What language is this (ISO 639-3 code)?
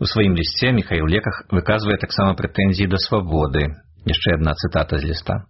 bel